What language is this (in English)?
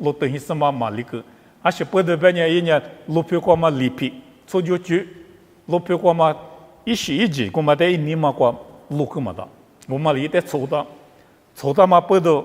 Lisu